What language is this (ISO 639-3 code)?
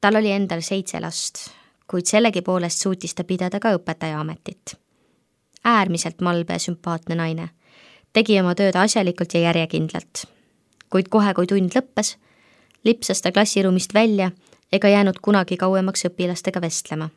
est